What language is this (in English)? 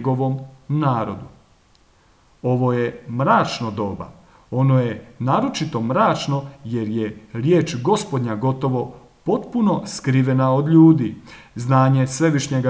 Croatian